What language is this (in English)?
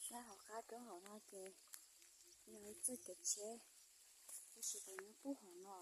Hmong